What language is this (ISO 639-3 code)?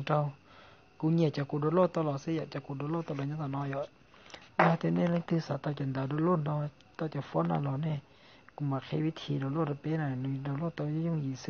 hmn